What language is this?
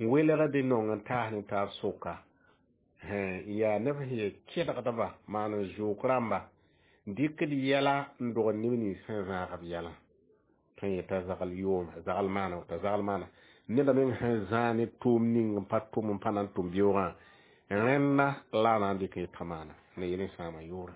Mossi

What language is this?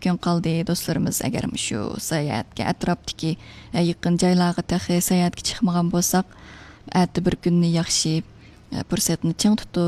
Uyghur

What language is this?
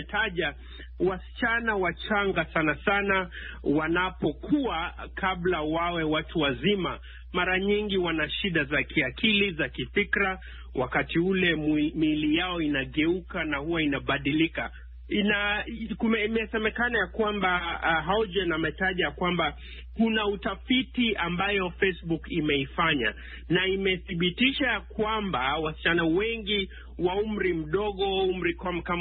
Swahili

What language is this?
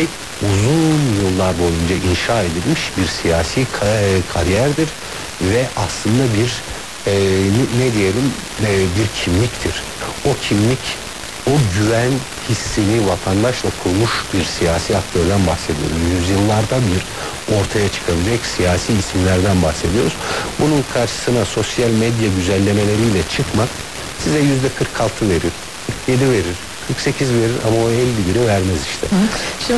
Turkish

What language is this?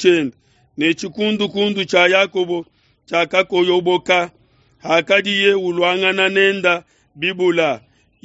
Luba-Lulua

